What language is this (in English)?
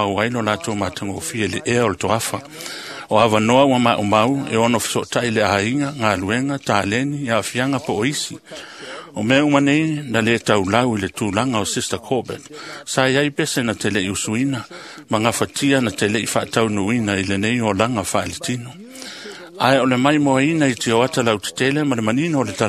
Samoan